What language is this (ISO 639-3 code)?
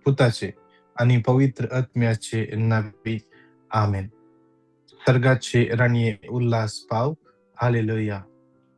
kok